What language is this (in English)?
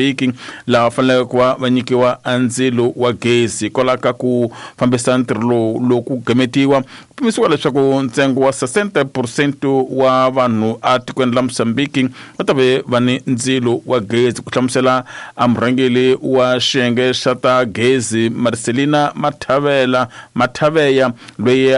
Tsonga